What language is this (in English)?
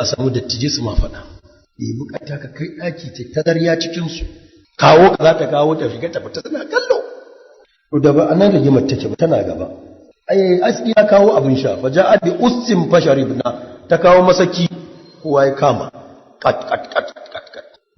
Hausa